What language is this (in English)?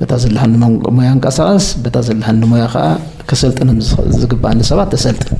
Tigrinya